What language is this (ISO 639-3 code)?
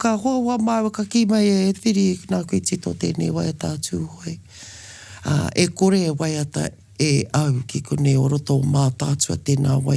mri